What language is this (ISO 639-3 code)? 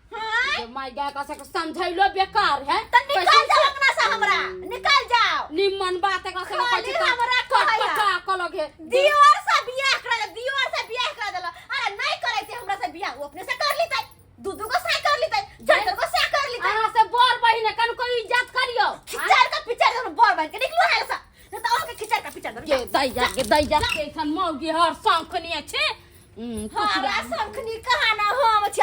mai